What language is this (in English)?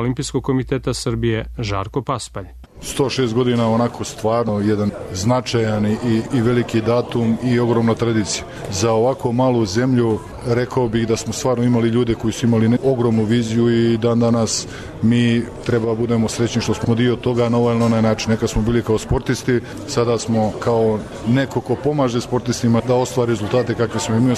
Serbian